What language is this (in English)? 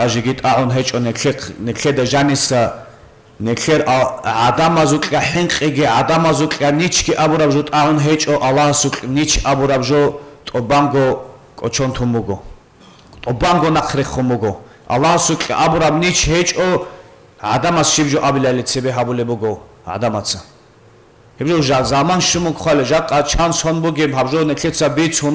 Avaric